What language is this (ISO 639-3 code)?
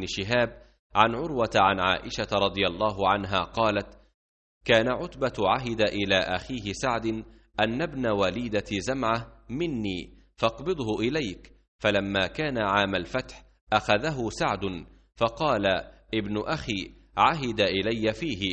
ara